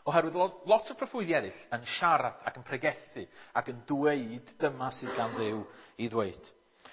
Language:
Welsh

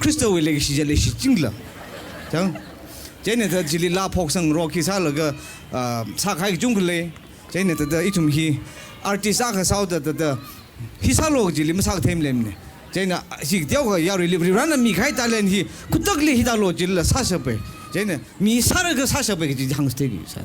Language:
Tangkhul Naga (India)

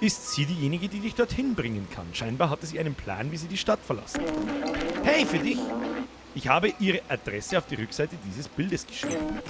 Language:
Bavarian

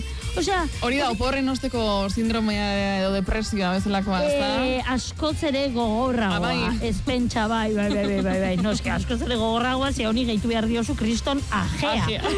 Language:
Basque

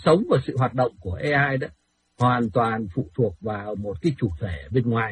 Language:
Vietnamese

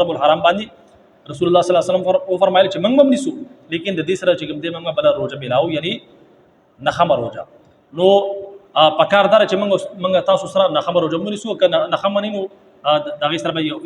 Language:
Pashto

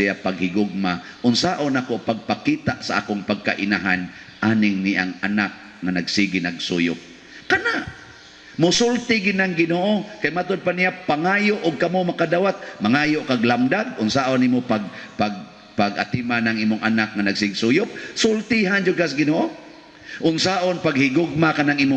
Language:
Cebuano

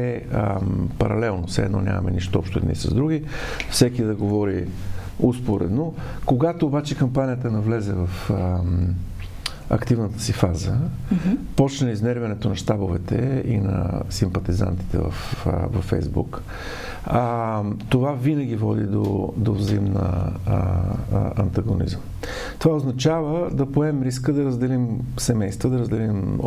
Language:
Bulgarian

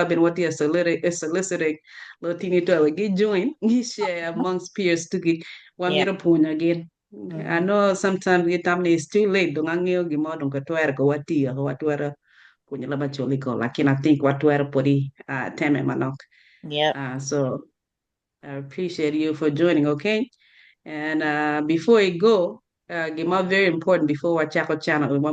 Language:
Acoli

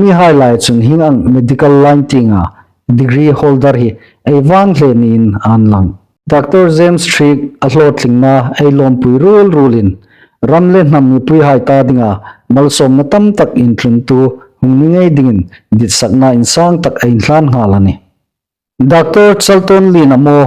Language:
Hmar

